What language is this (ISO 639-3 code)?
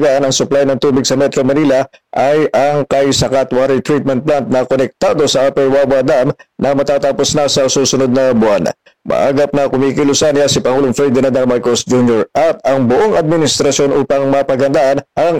fil